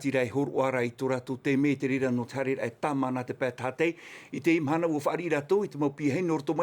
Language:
Tahitian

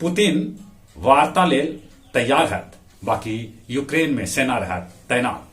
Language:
Magahi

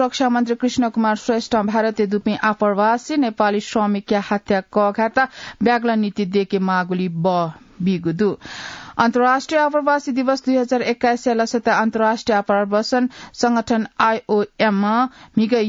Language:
Newari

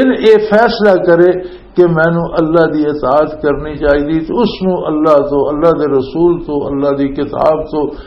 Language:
Western Panjabi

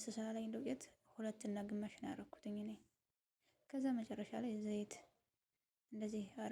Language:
Amharic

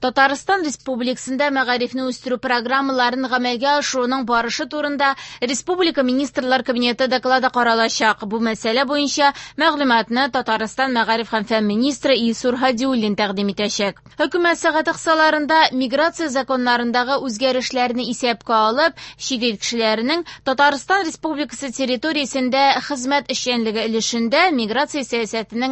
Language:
Tatar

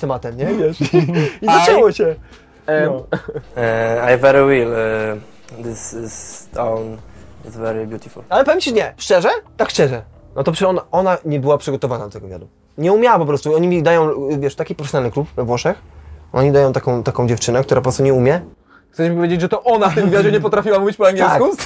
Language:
Polish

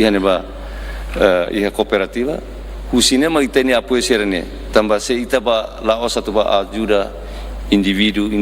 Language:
Tetum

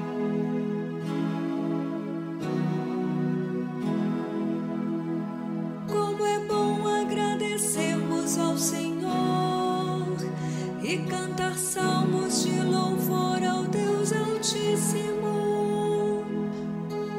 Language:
Portuguese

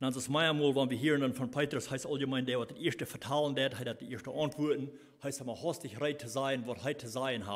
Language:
Plautdietsch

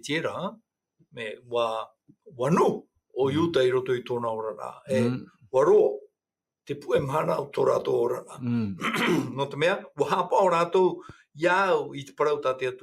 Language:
Tahitian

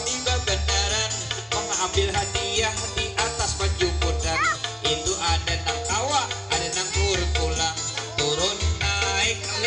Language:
Banjar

